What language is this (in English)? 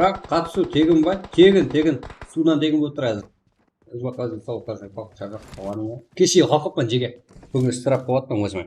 Kara-Kalpak